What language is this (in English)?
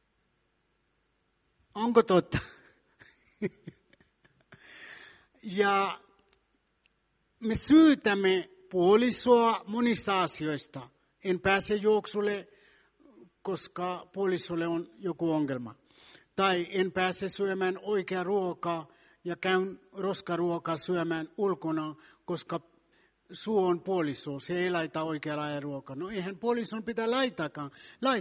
Finnish